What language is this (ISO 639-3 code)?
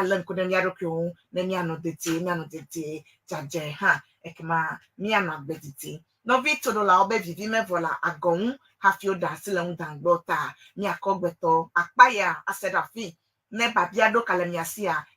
ewe